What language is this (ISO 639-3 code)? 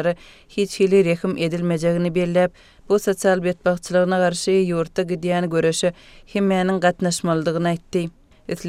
tuk